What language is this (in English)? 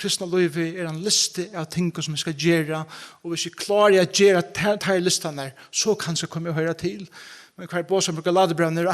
Faroese